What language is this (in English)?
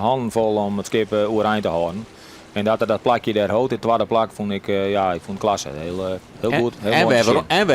Western Frisian